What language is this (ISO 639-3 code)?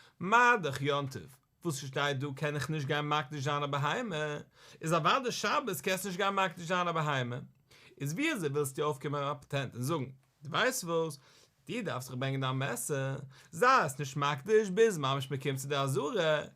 yid